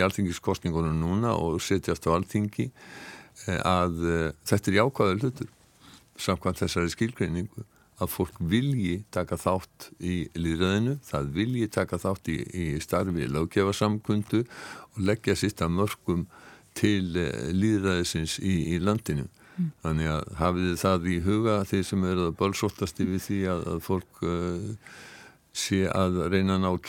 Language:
Icelandic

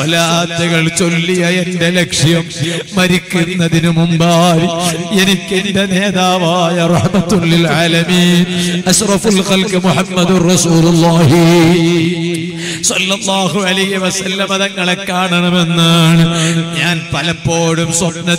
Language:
Malayalam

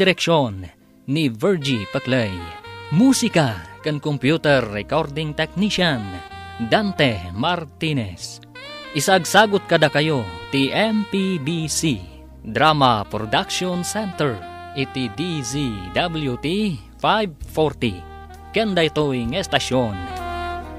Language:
Iloko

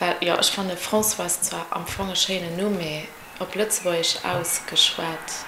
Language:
Luxembourgish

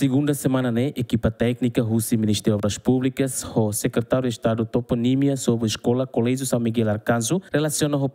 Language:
Tetum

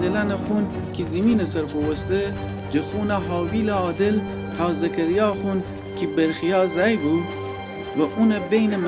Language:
Gilaki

